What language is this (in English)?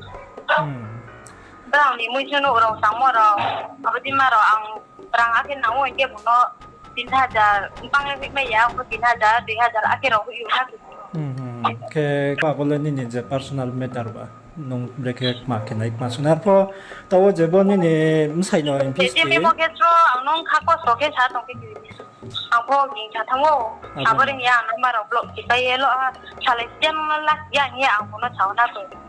Riang (India)